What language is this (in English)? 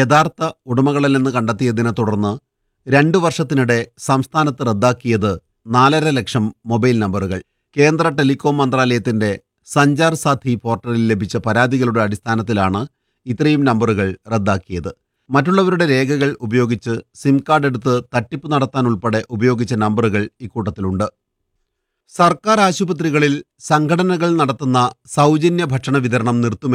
Malayalam